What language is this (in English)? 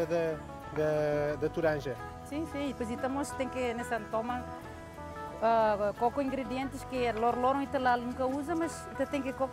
Tetum